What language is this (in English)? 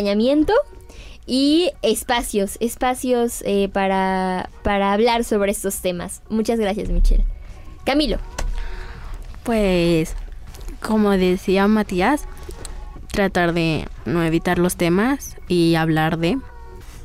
Spanish